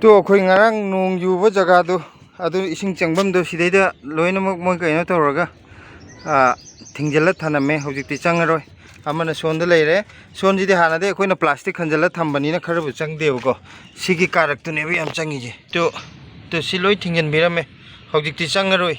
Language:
Manipuri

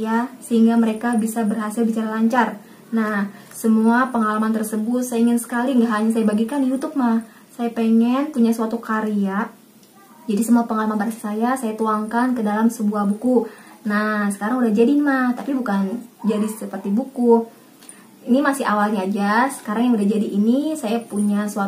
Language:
Indonesian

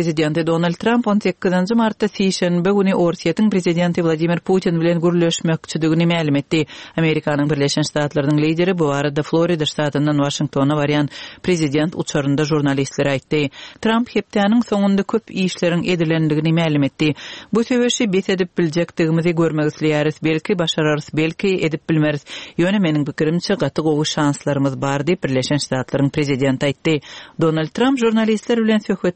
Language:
Kyrgyz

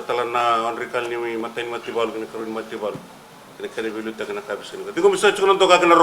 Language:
Fijian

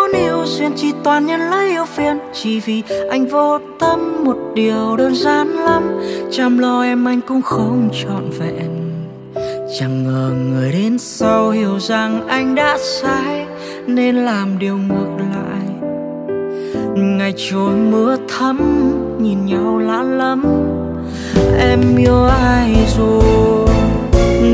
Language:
Vietnamese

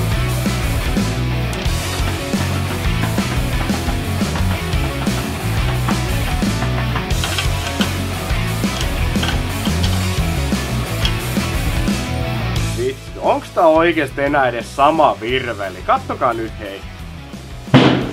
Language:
Finnish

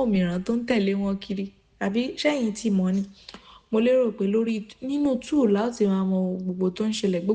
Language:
Yoruba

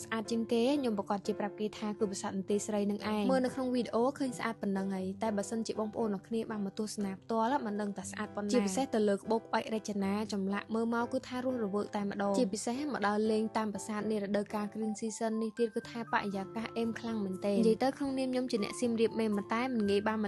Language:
Khmer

